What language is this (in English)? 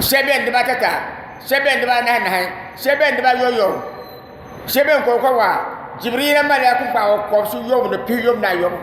Dagbani